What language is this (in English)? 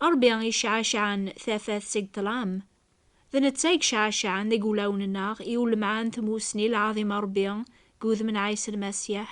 Kabyle